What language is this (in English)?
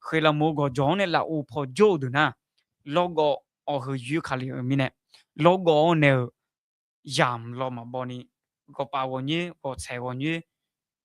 Akha